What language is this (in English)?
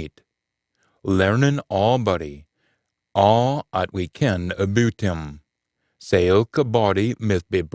Scots